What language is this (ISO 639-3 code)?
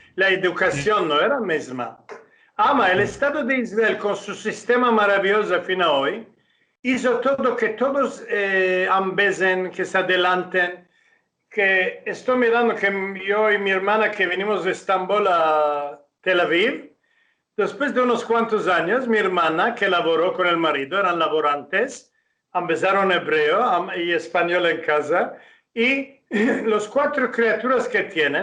lad